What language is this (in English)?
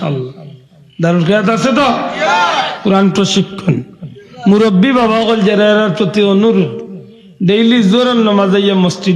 Sylheti